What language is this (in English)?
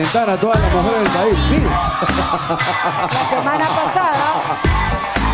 Spanish